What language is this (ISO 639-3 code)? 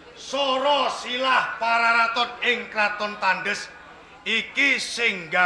jav